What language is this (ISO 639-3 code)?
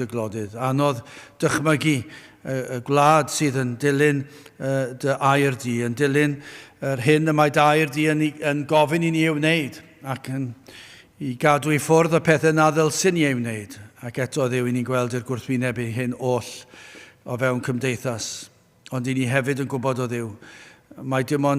cym